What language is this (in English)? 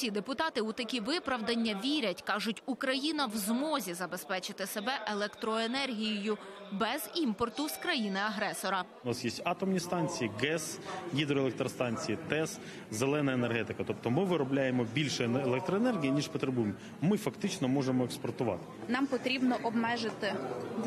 Ukrainian